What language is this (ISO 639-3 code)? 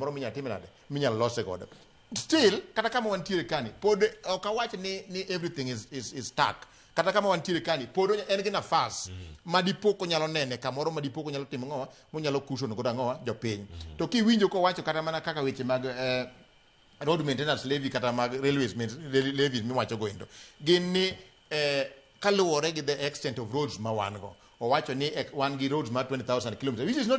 luo